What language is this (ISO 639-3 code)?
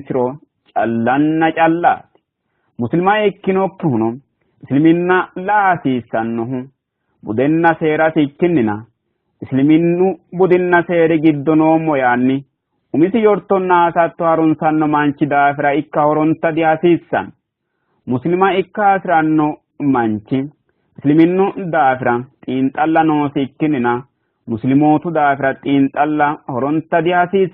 sid